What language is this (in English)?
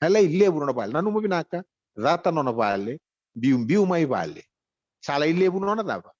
Fijian